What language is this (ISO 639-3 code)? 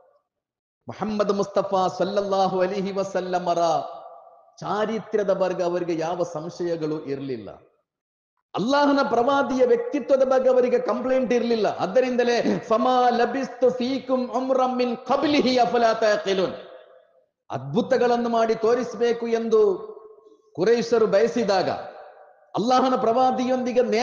kan